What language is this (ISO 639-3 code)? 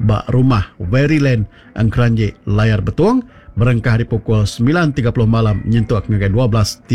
iba